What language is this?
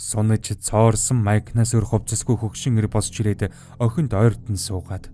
Mongolian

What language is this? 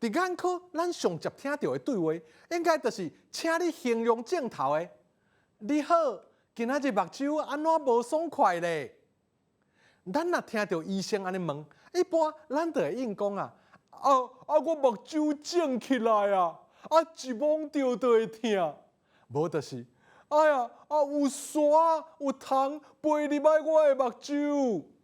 Min Nan Chinese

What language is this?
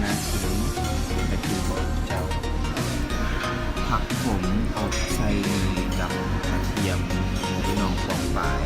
Lao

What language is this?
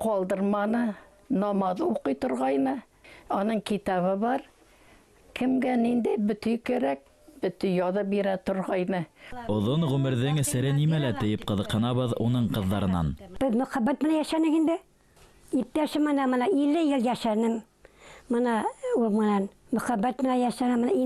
Bashkir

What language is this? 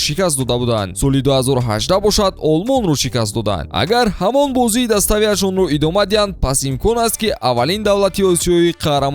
Tajik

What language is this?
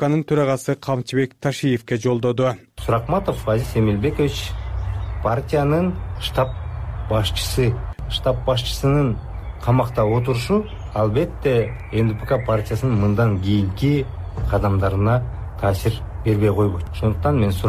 Kyrgyz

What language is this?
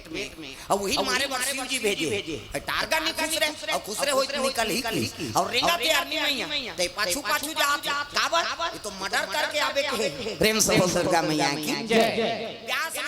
Chhattisgarhi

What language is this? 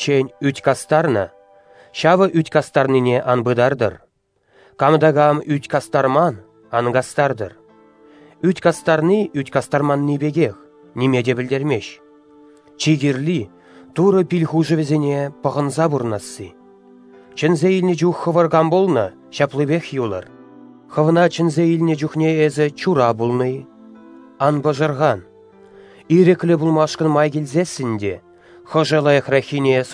Chuvash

